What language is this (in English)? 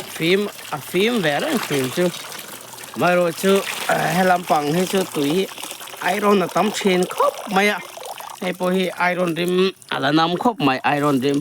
Mizo